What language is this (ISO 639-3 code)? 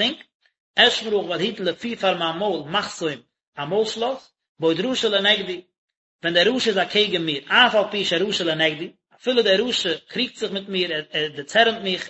yid